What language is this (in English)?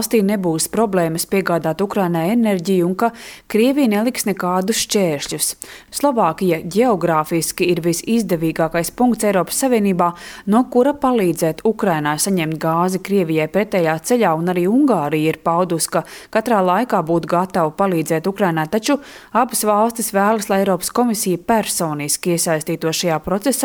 Latvian